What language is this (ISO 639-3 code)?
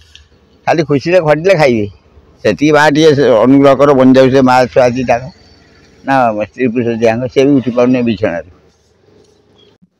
ori